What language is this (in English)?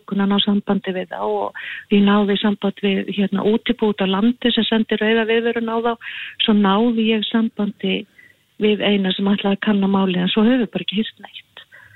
Icelandic